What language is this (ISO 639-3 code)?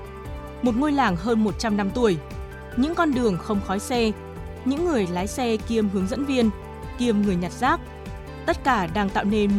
vie